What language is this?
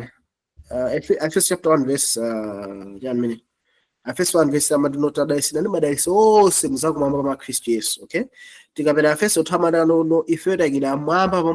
Nyanja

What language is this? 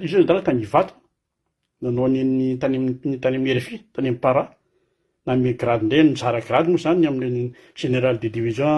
Malagasy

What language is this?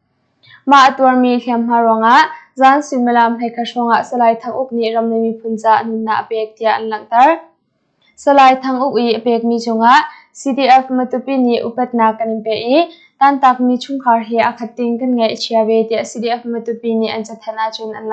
Hakha Chin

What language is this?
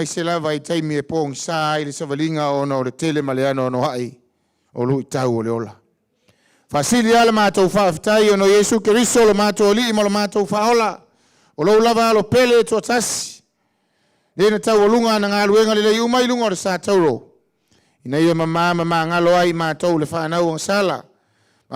Samoan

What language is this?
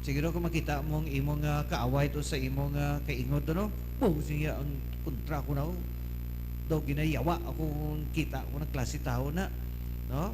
Hiligaynon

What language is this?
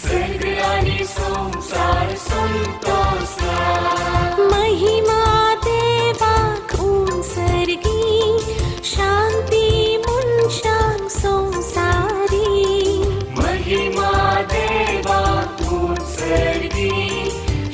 Konkani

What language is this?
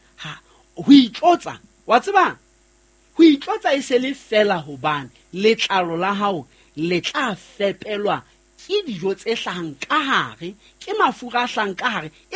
Southern Sotho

